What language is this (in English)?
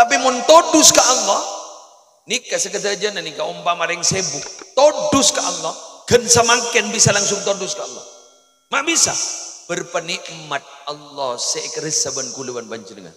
Madurese